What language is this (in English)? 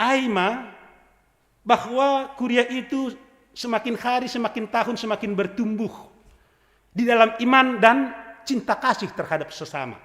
Batak Simalungun